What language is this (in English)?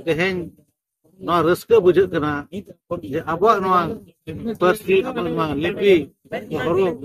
Santali